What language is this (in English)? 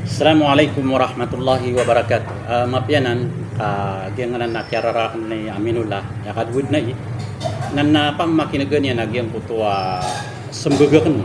Maranao